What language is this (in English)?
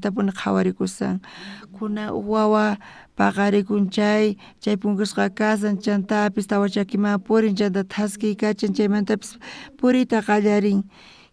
South Bolivian Quechua